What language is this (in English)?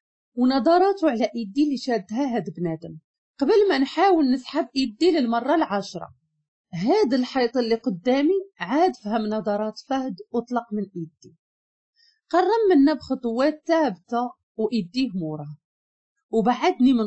Moroccan Arabic